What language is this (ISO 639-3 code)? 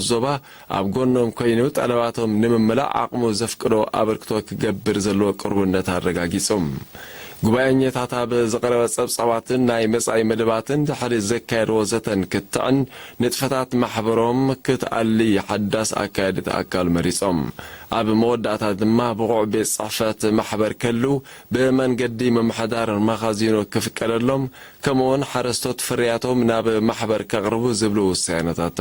tir